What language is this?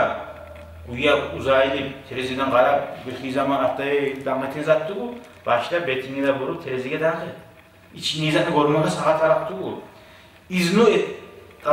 Kumyk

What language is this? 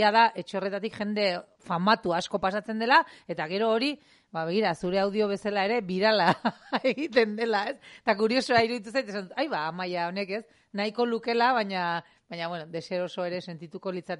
Basque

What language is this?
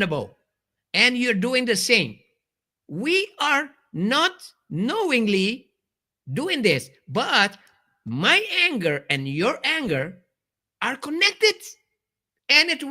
Papiamento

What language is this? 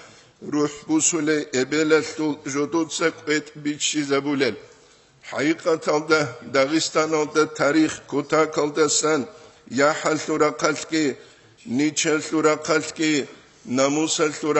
Avaric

